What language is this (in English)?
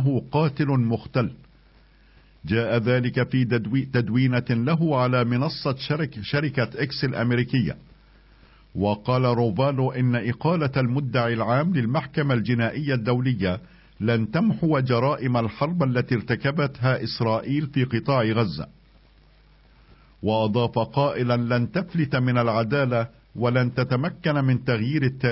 Arabic